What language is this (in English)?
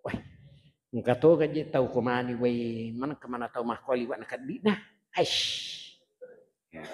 Buginese